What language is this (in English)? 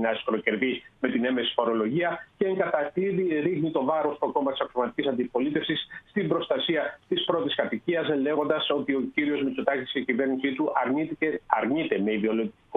Greek